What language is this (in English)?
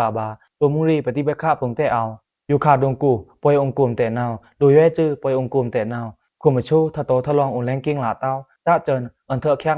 Pa'o Karen